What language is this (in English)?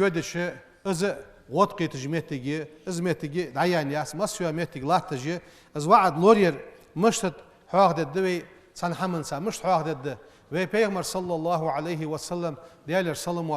Ingush